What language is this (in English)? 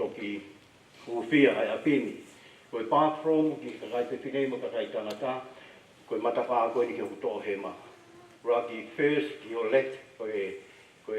Tongan